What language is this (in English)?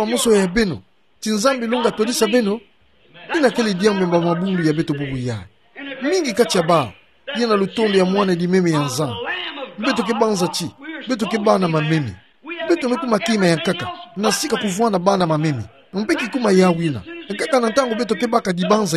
Kituba (Democratic Republic of Congo)